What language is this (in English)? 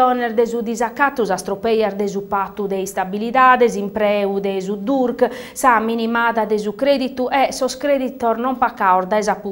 Sardinian